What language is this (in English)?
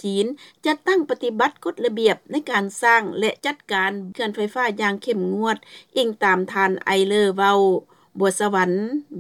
Lao